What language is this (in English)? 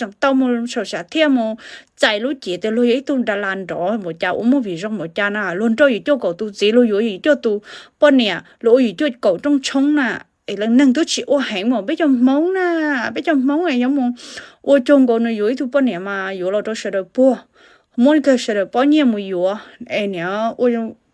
Hmong